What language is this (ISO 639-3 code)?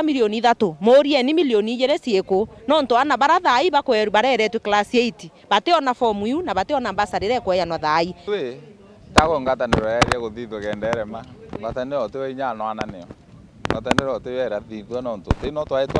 mer